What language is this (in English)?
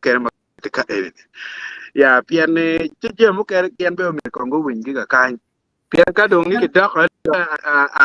Acoli